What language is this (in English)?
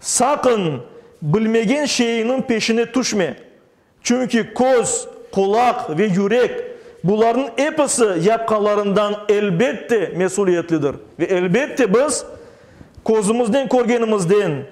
Crimean Tatar